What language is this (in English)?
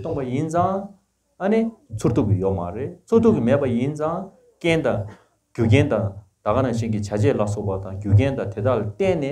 Tibetan